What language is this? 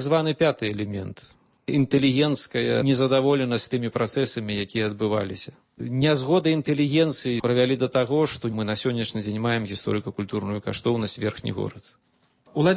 Belarusian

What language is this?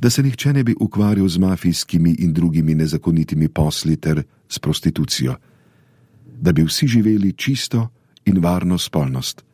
Slovenian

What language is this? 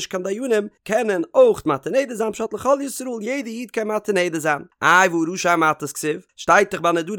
Yiddish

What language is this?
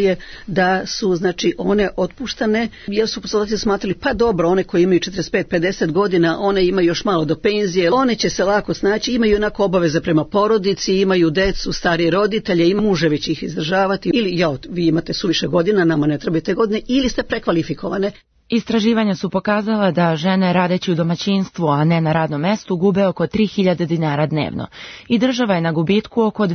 Serbian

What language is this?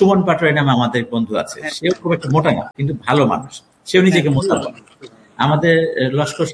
Bangla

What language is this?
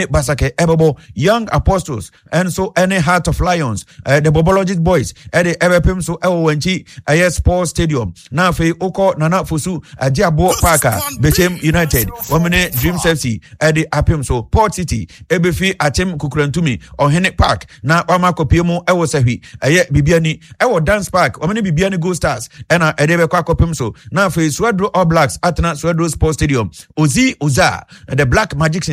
Akan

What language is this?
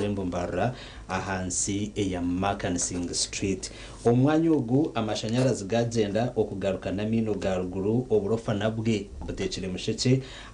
Nyankole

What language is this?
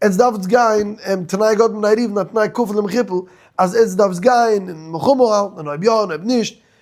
Yiddish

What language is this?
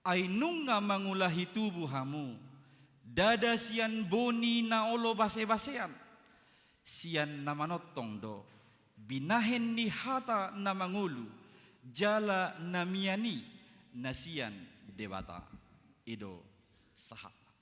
Batak Toba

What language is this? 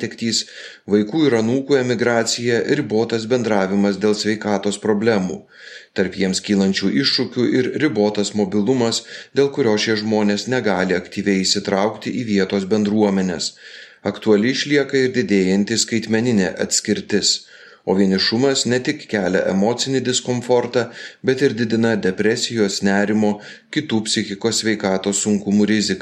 Lithuanian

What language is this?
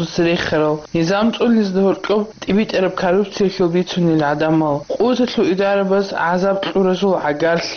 Avaric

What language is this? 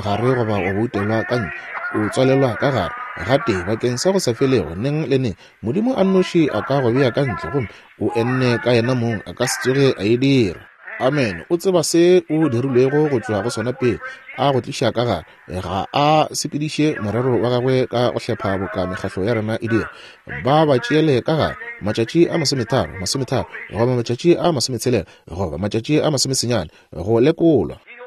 Northern Sotho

